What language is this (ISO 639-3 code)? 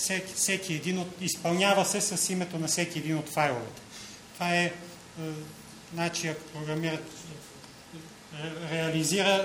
bul